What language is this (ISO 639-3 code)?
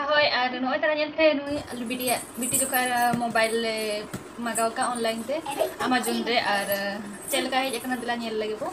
sat